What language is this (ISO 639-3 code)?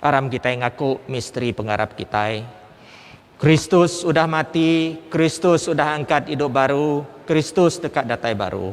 iba